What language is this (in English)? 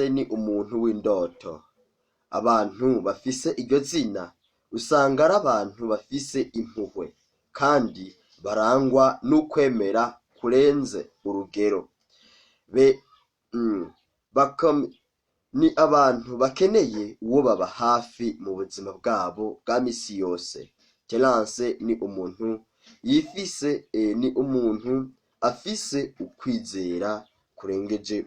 Rundi